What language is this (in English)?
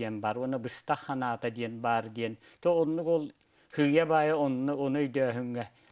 Yakut